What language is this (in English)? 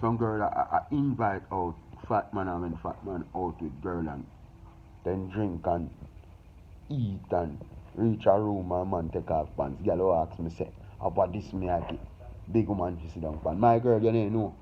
Jamaican Creole English